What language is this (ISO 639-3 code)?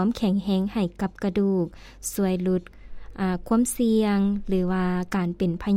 lao